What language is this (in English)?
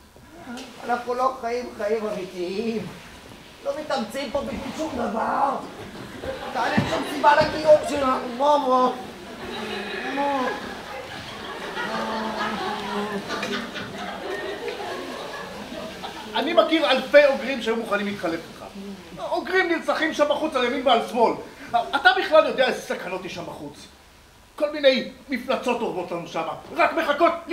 Hebrew